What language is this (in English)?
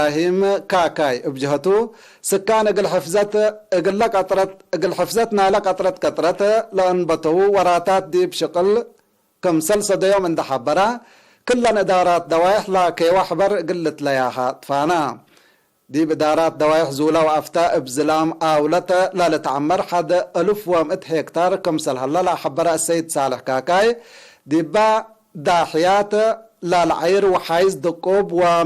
Tigre